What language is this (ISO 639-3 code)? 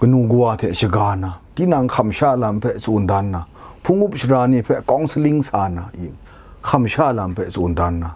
kac